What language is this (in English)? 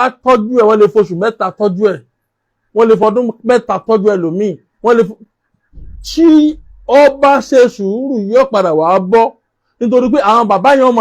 Yoruba